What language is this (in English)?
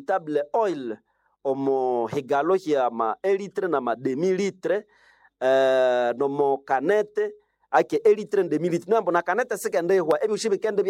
Nande